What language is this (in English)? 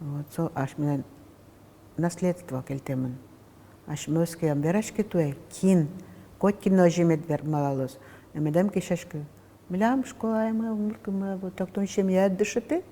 Udmurt